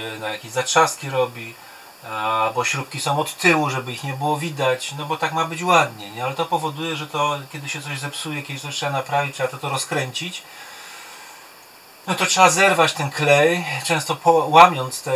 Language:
Polish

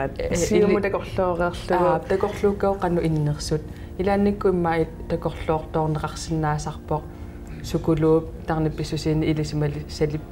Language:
Kalaallisut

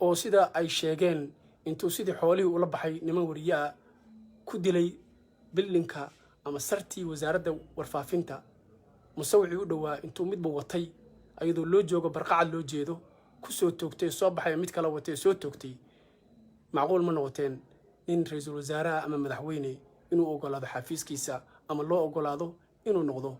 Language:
Somali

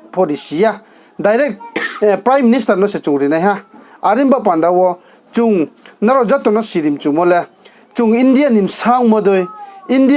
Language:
Riang (India)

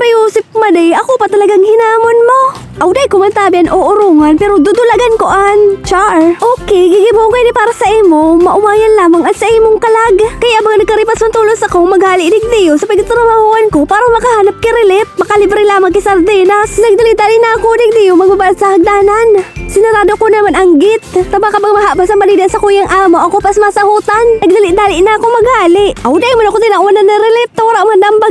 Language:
Bikol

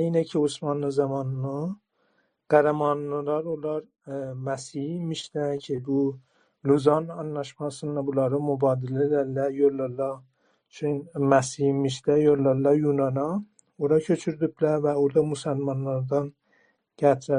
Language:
South Azerbaijani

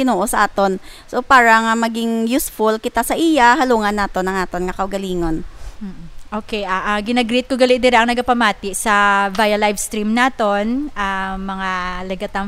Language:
Hiligaynon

